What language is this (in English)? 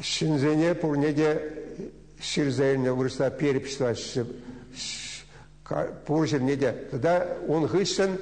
Chuvash